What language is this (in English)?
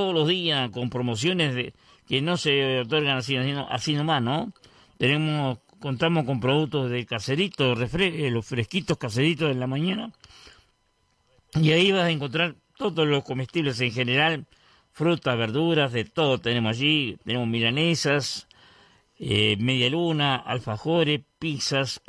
Spanish